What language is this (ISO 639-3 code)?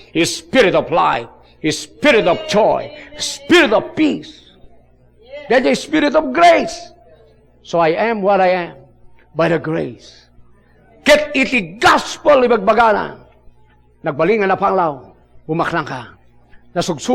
ilo